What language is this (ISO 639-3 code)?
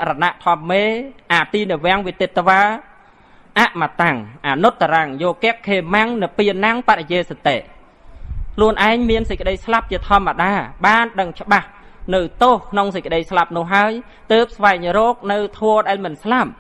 khm